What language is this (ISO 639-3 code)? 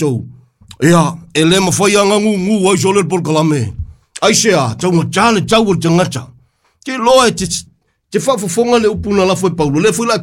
smo